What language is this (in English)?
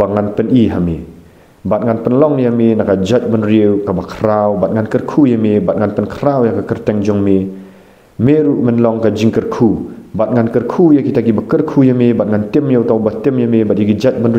Khasi